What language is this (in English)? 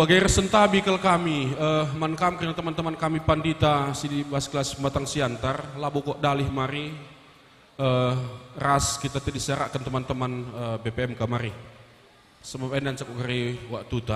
Batak Karo